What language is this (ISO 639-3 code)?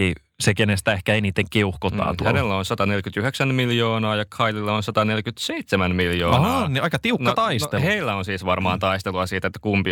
fin